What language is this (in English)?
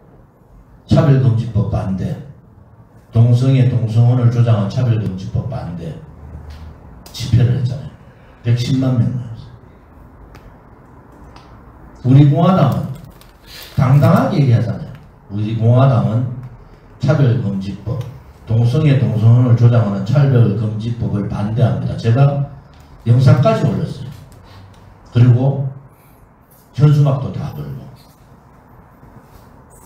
Korean